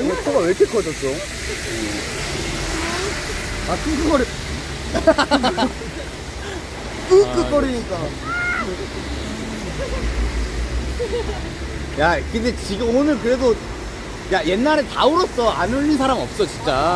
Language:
Korean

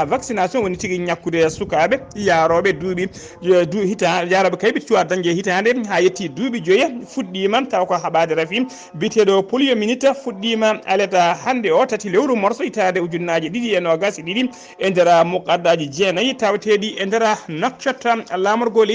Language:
Fula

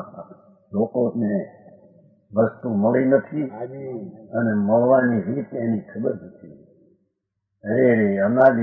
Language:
Gujarati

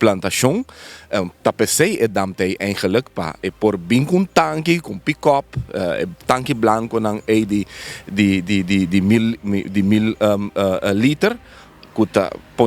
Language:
Papiamento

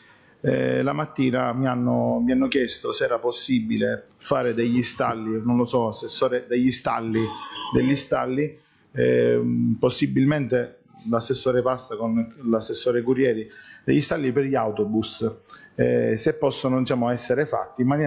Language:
Italian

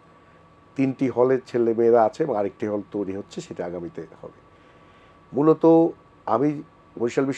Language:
Bangla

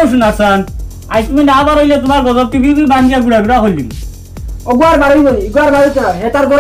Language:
Sylheti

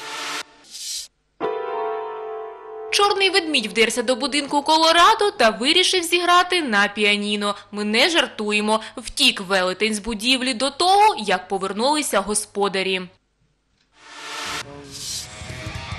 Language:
Ukrainian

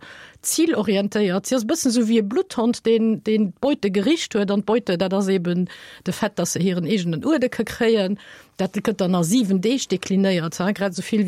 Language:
Luxembourgish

